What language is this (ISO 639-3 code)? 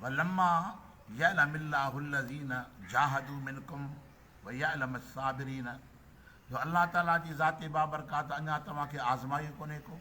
snd